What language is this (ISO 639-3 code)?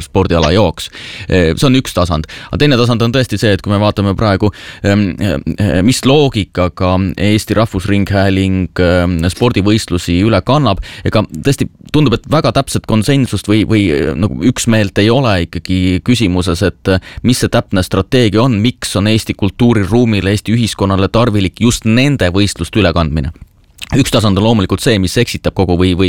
est